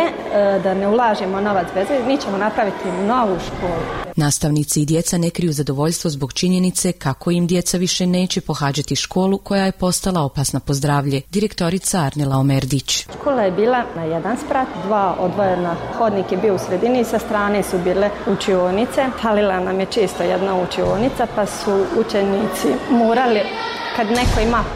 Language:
Croatian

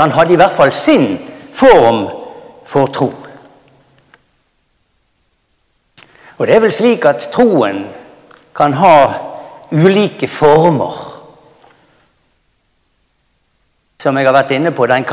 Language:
Norwegian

